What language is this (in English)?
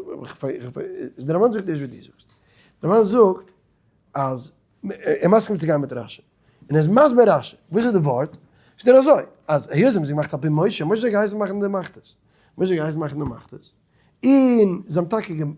Yiddish